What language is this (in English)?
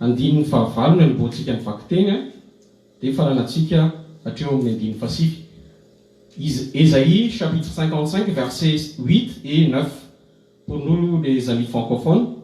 Malagasy